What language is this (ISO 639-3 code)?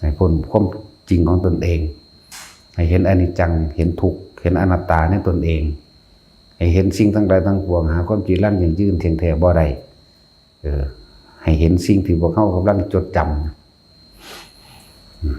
tts